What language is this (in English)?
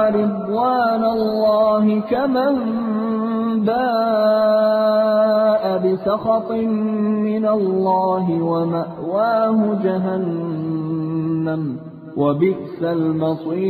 Arabic